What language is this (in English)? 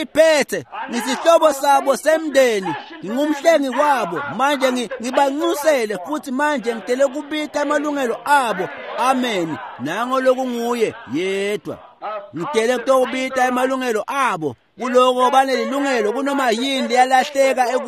Swati